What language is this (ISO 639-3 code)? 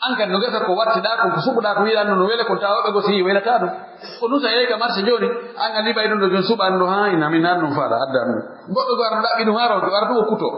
fuf